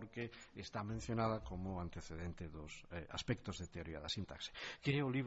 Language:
Galician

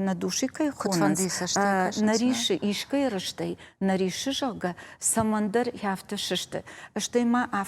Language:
Ossetic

